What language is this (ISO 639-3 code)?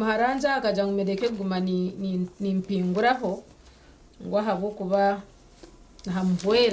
nyn